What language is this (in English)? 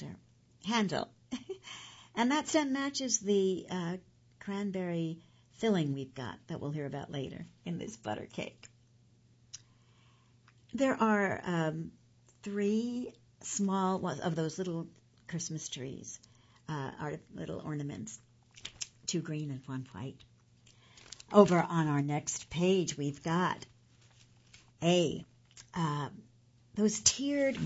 English